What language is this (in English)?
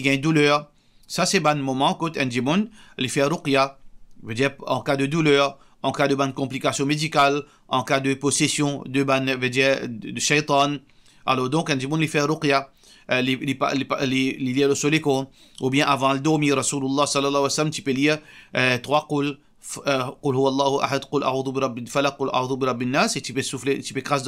Morisyen